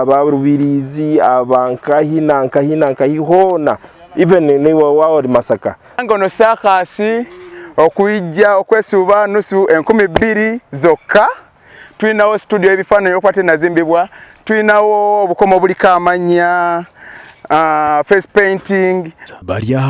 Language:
Nyankole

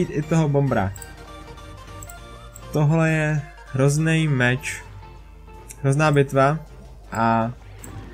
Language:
Czech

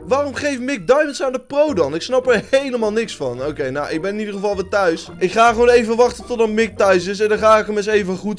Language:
Dutch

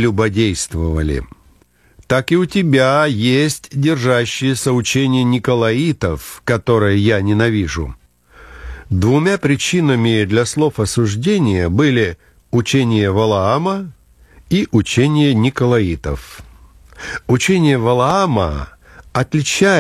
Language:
Russian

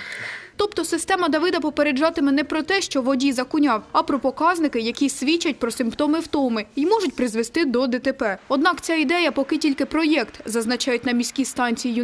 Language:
Ukrainian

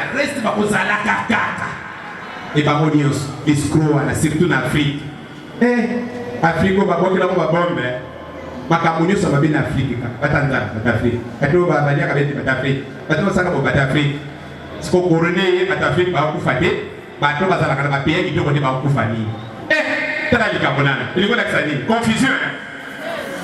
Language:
Lingala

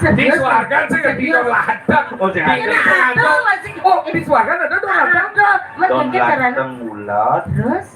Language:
Balinese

